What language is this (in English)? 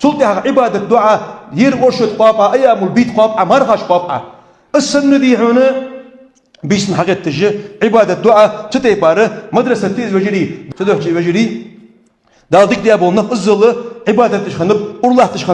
Ingush